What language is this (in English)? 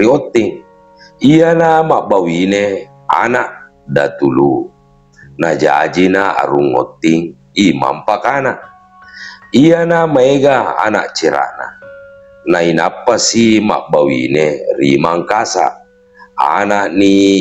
Buginese